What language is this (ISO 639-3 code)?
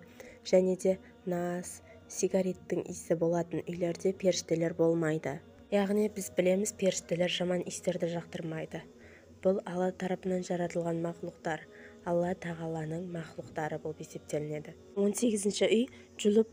kaz